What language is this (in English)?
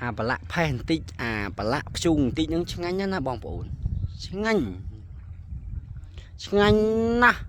Khmer